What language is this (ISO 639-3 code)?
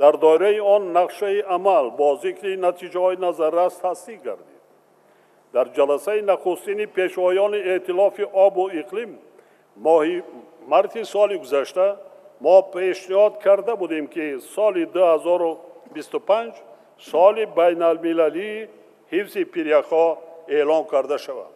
tgk